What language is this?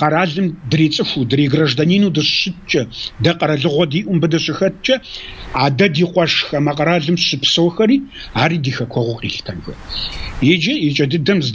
Kabardian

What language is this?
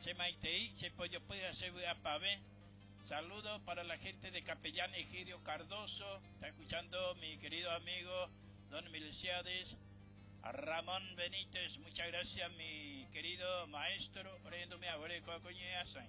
Guarani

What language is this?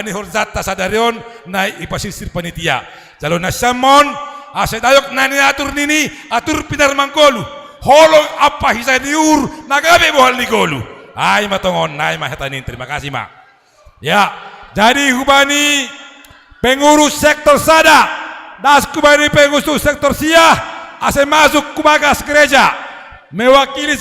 Batak Simalungun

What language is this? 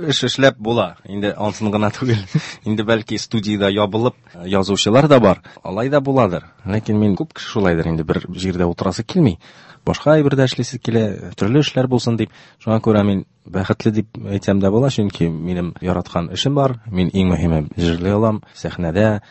Tatar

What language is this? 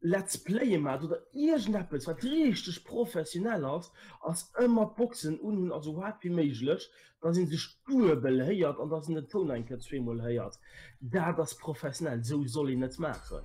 Luxembourgish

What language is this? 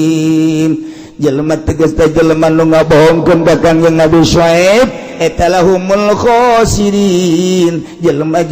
Sundanese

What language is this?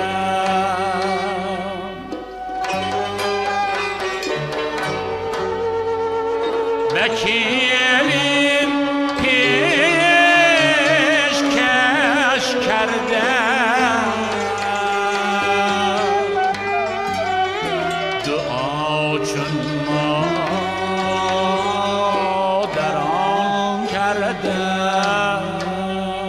Persian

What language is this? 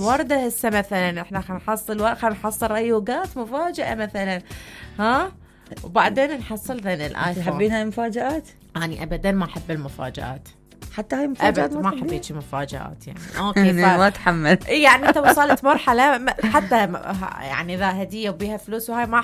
Mesopotamian Arabic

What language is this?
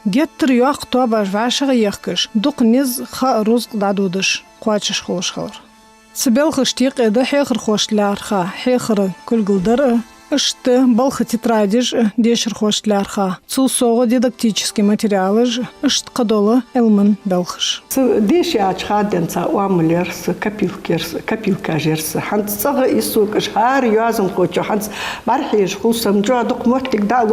Ingush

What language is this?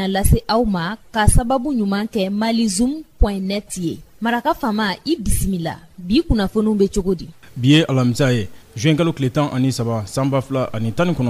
Bambara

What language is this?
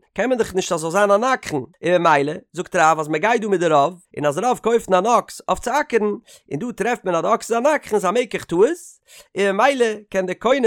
Yiddish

